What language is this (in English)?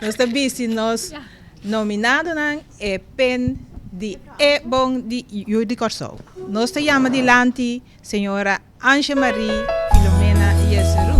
Papiamento